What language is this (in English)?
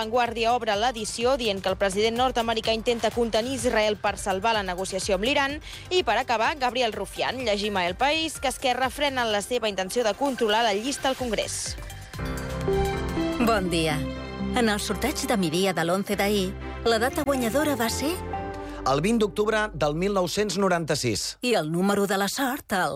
Catalan